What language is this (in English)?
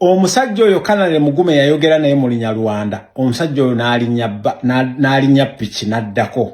Ganda